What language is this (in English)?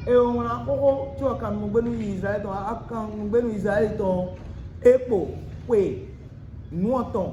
Fon